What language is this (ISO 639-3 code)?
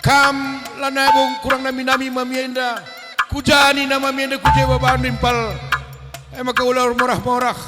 btx